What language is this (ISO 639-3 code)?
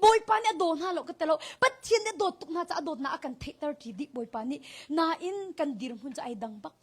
cnh